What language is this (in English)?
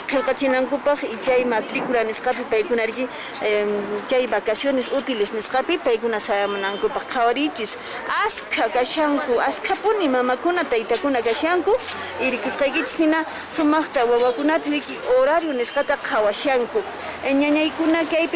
Quechua